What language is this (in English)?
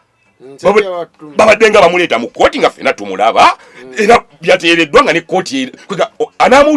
Ganda